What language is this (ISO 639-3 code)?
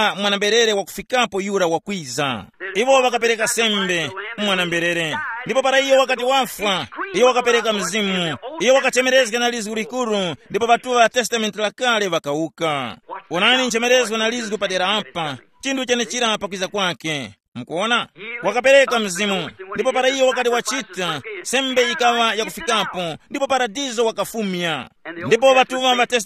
tum